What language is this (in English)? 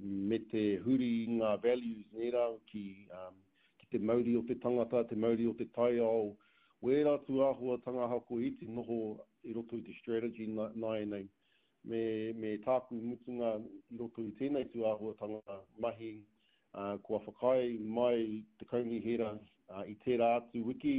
Māori